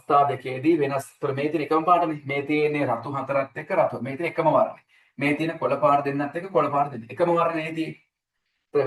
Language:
Sinhala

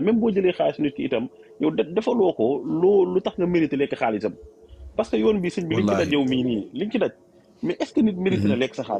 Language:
Wolof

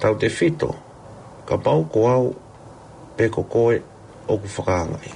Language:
Tongan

